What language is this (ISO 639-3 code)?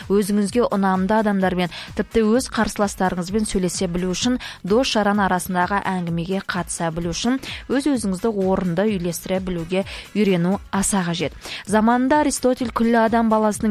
kaz